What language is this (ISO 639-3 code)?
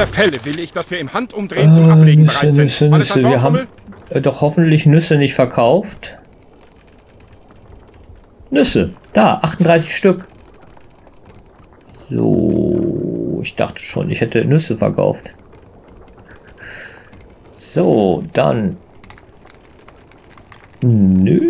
deu